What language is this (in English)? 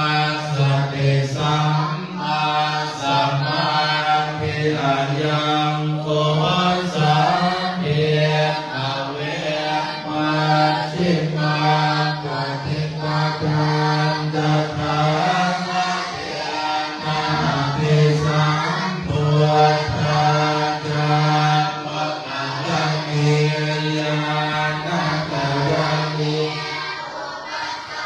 Pali